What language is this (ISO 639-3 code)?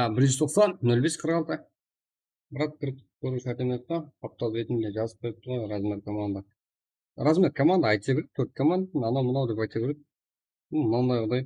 kaa